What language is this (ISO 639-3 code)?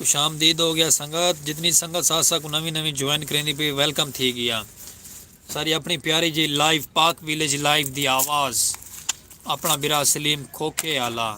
skr